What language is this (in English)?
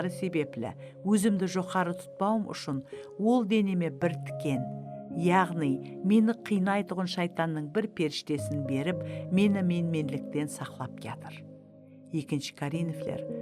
Kara-Kalpak